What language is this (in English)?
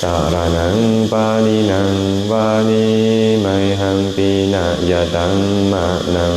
Lao